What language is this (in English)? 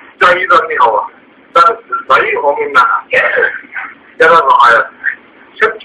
Zaza